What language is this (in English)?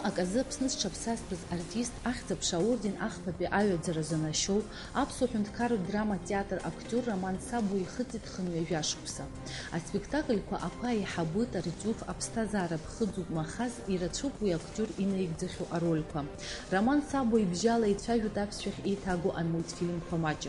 Abkhazian